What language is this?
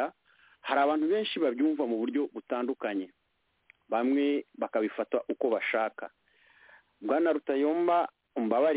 Kinyarwanda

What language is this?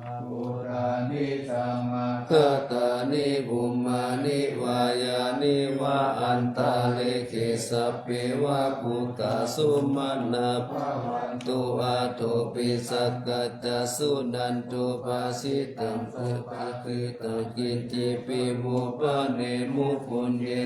Pali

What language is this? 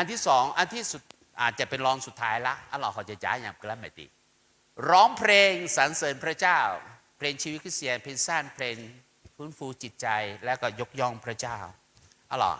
Akha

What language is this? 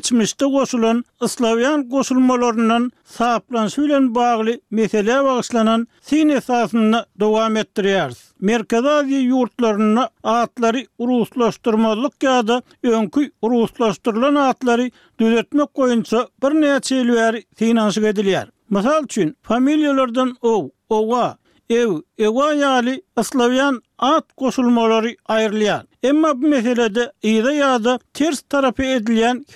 Turkmen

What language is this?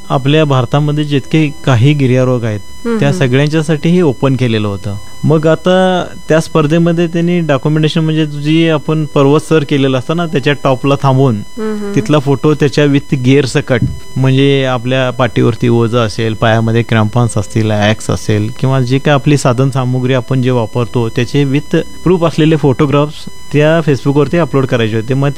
Marathi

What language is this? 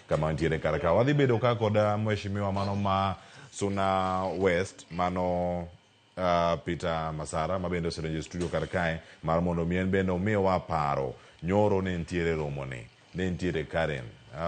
Luo (Kenya and Tanzania)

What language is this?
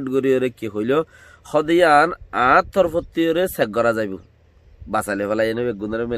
Rohingya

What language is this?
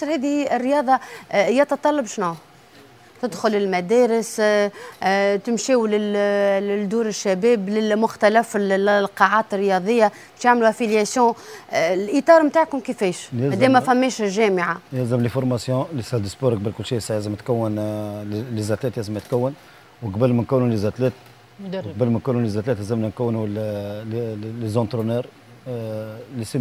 Tunisian Arabic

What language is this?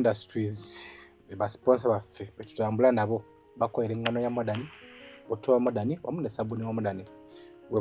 Ganda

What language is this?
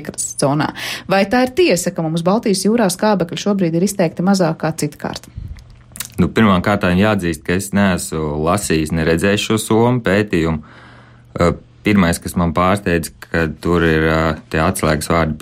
Latvian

